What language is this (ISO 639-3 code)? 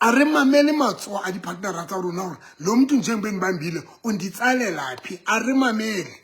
sot